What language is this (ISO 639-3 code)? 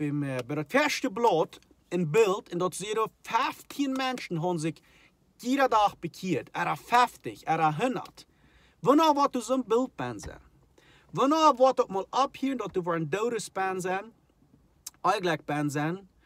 pdt